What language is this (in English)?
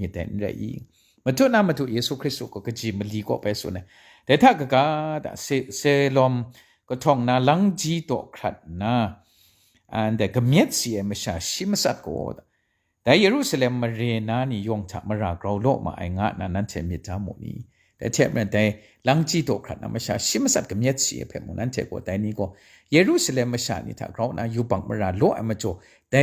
Kachin